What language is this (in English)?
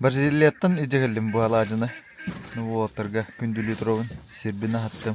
Yakut